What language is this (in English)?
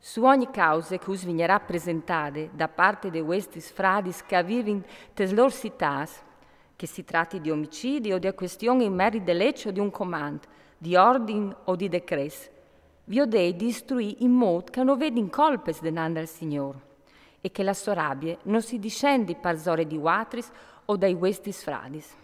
Friulian